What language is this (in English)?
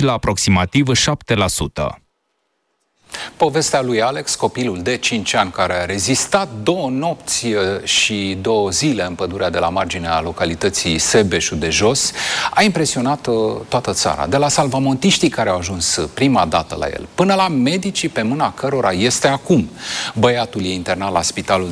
Romanian